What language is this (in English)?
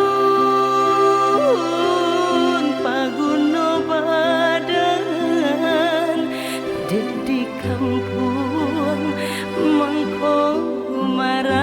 Minangkabau